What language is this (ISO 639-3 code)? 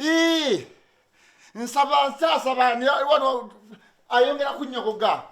lug